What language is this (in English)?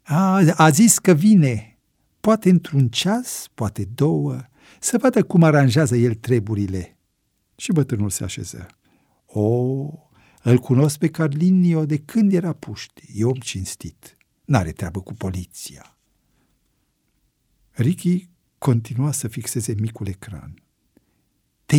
Romanian